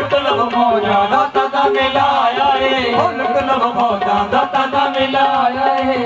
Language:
Punjabi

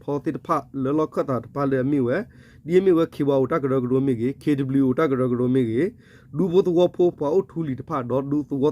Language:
S'gaw Karen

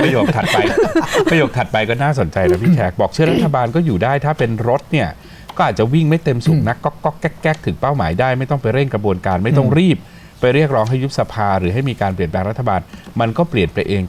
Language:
Thai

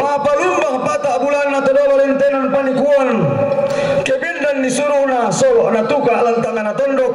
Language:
Toraja-Sa'dan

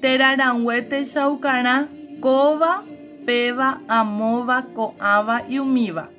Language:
Guarani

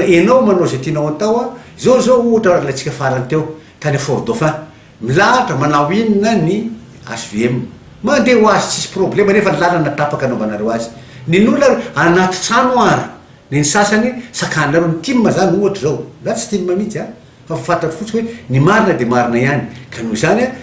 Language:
Malagasy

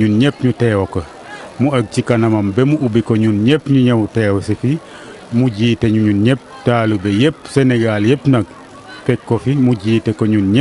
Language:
Wolof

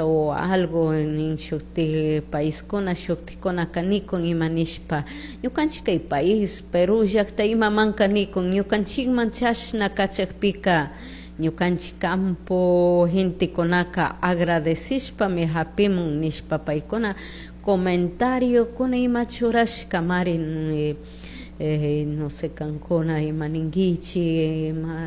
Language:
Chimborazo Highland Quichua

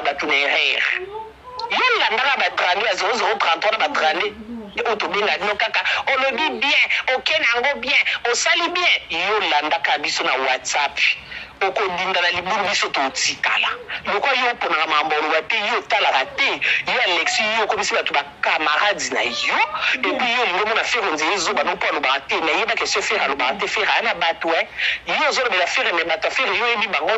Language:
Lingala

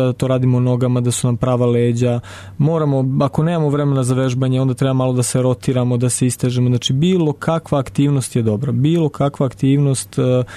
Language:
Serbian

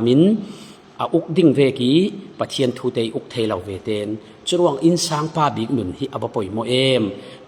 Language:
Falam Chin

